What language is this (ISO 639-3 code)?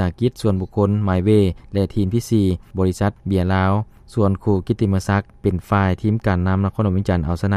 lao